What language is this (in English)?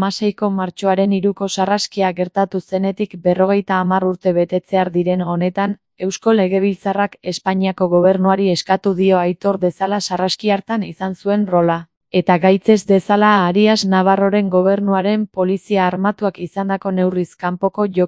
Basque